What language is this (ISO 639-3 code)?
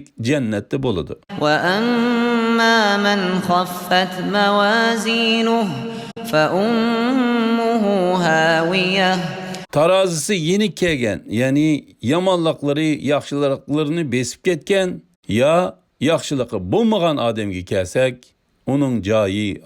uig